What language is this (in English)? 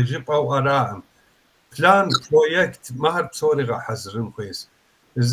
Kabardian